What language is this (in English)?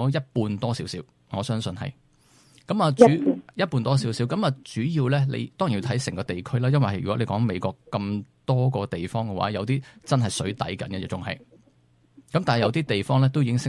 Cantonese